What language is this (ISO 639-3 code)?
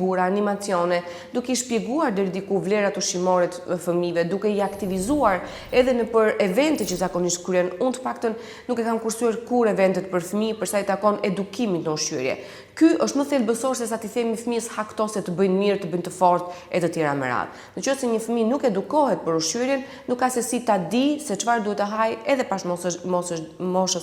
sqi